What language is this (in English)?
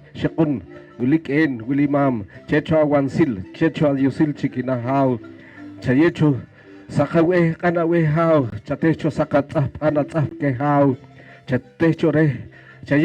Poqomchi'